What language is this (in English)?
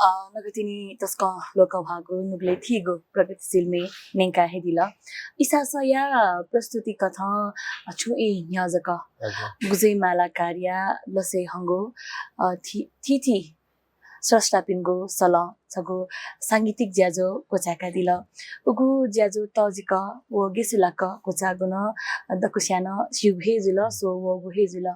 Newari